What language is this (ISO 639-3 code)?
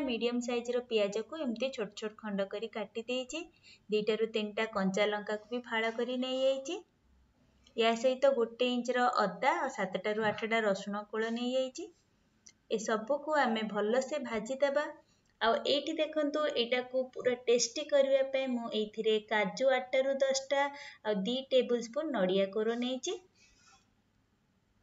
ori